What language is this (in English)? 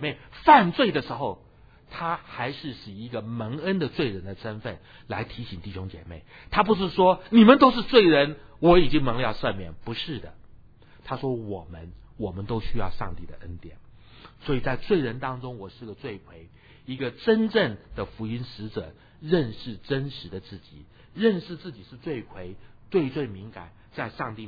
Chinese